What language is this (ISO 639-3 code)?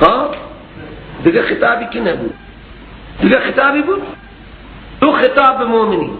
fas